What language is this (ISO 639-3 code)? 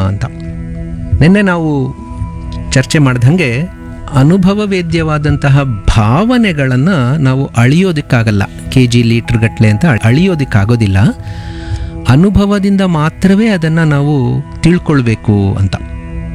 kan